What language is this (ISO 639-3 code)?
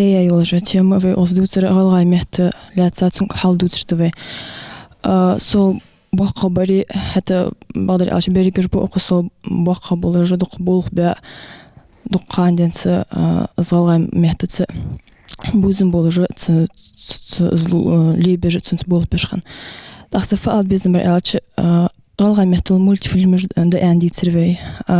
inh